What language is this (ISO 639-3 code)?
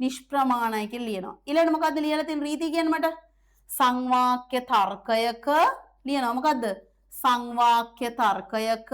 sin